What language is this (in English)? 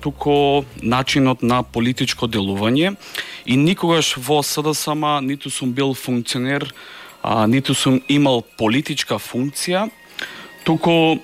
Macedonian